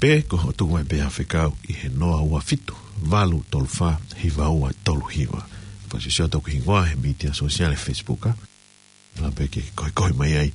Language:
Tongan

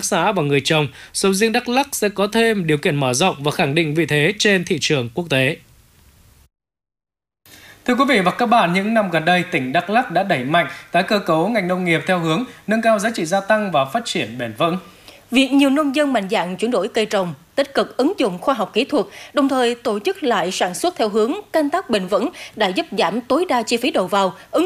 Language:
Vietnamese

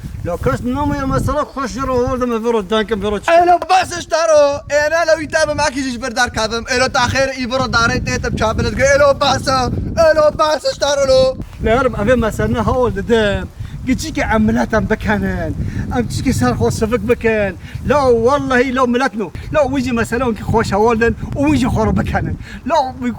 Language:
Kurdish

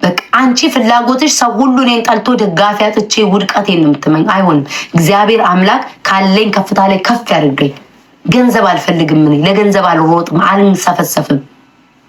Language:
Amharic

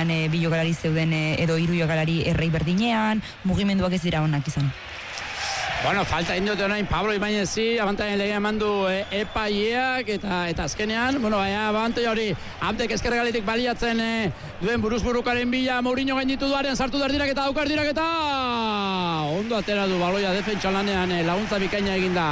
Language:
Basque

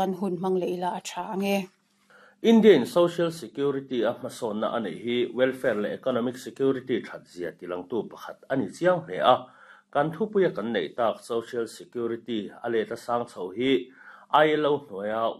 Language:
Mizo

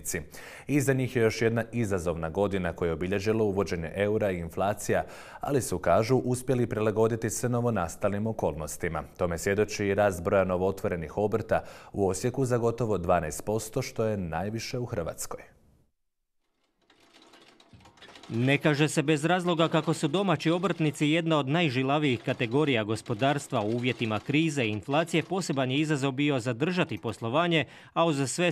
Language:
Croatian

